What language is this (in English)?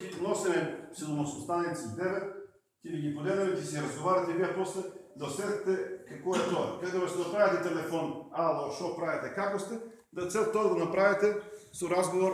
Macedonian